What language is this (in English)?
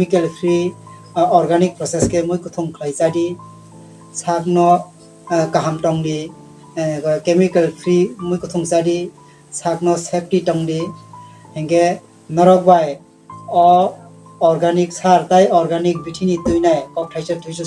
Kok Borok